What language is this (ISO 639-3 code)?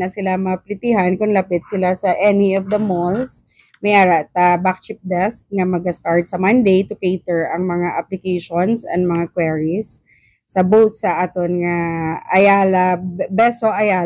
hil